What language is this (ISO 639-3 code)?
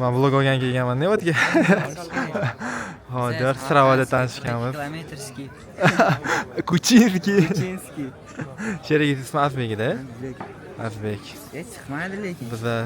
uzb